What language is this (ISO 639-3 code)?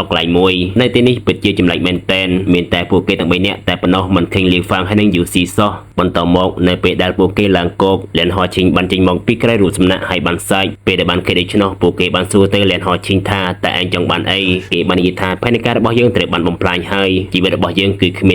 khm